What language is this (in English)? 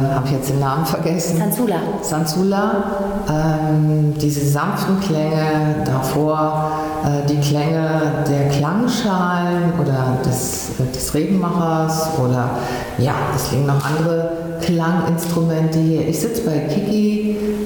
German